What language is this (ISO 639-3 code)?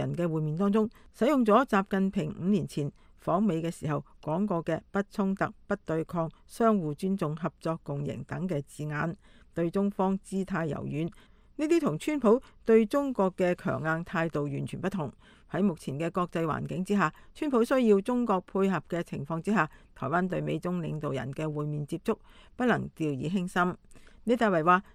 yue